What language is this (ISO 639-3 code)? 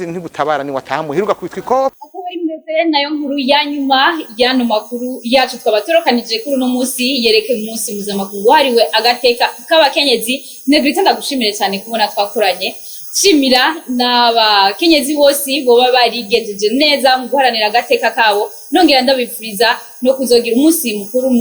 run